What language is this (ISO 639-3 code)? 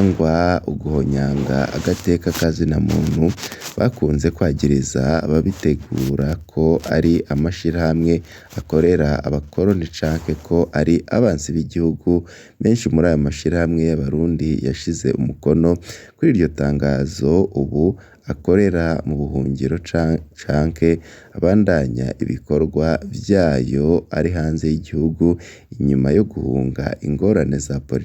run